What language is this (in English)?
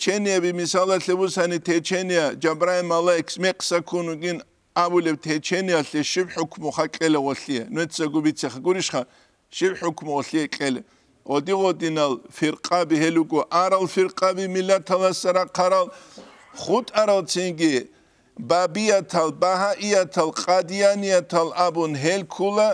Avaric